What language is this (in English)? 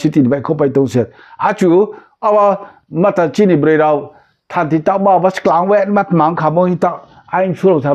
Riang (India)